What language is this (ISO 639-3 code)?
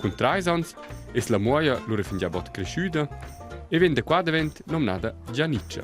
roh